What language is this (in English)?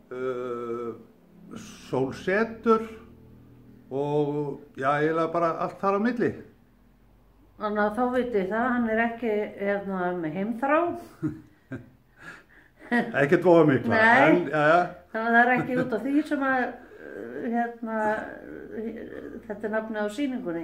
Icelandic